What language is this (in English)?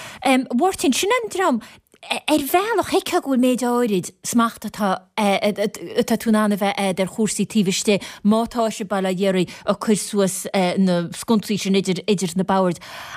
Irish